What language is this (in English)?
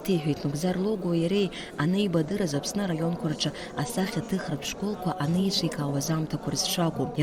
Abkhazian